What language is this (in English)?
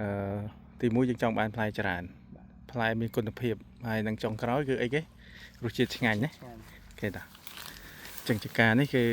Khmer